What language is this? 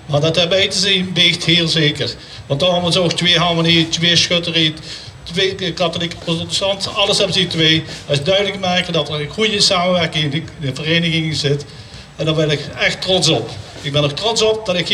Limburgish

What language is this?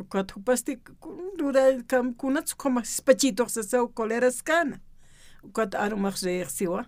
Aymara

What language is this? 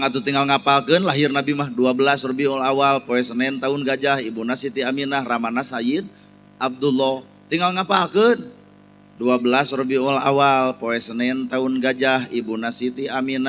Sundanese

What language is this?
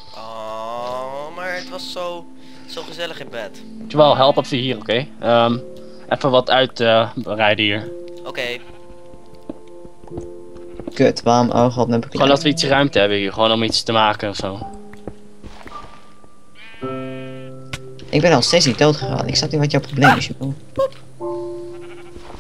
Dutch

